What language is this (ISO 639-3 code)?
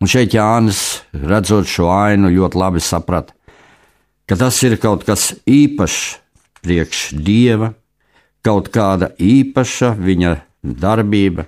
lav